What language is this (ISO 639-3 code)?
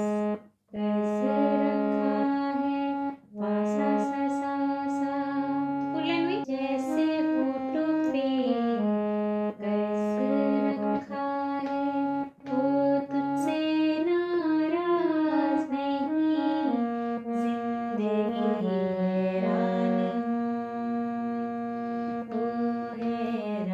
hin